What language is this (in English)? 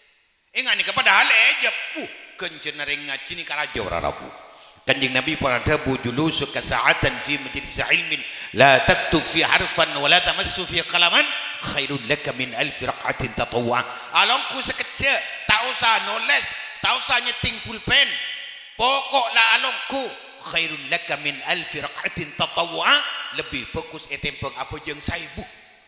Madurese